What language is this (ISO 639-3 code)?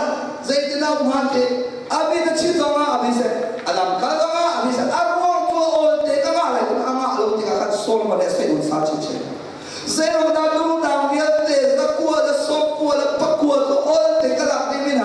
cnh